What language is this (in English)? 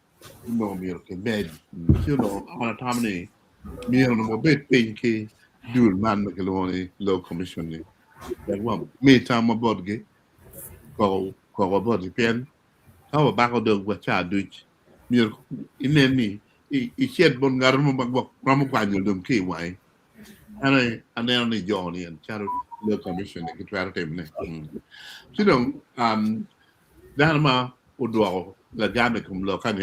Acoli